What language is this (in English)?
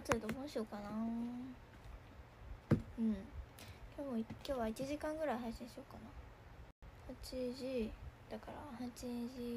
Japanese